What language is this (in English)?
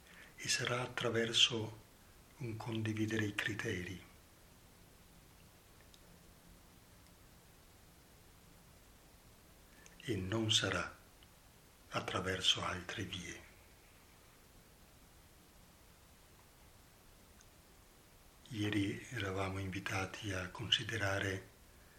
Italian